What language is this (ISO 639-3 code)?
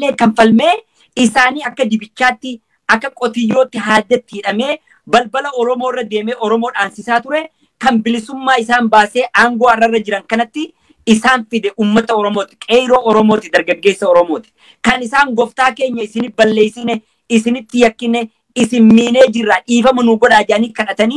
orm